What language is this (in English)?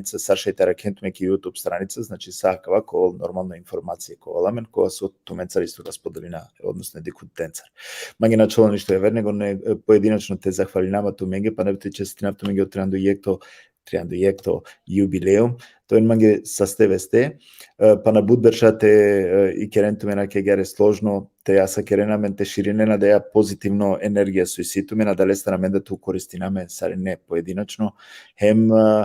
Balkan Romani